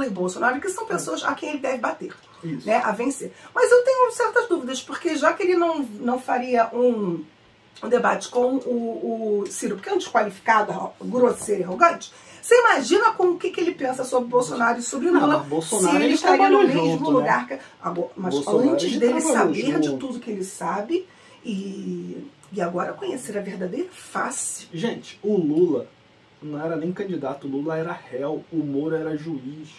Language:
Portuguese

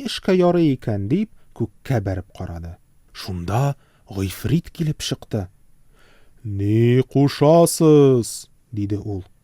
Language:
Tatar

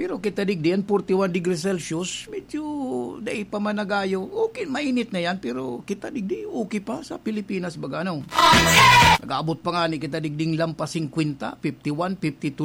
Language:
Bikol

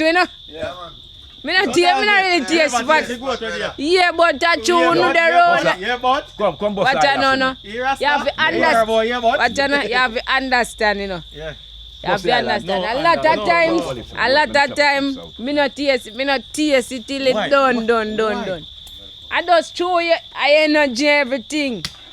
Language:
Jamaican Creole English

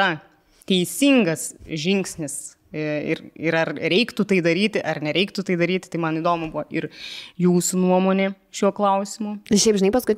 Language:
Lithuanian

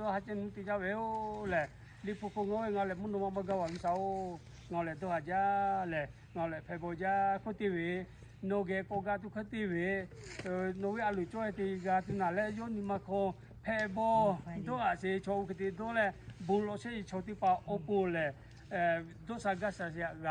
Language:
Lahu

